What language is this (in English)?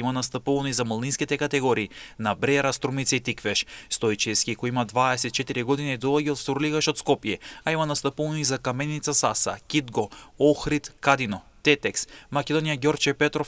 Macedonian